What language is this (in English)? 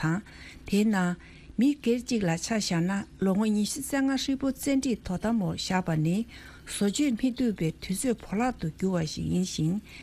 Tibetan